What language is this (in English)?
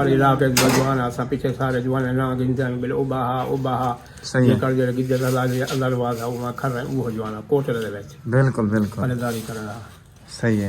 Saraiki